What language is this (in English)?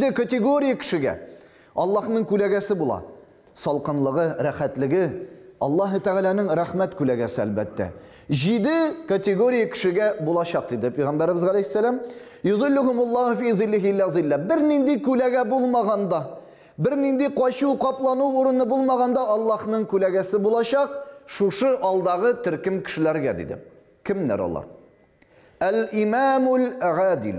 Tatar